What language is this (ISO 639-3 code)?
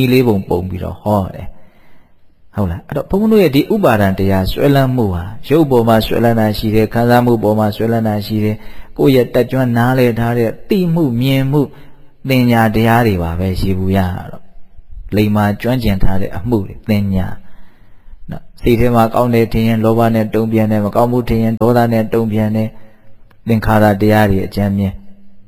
mya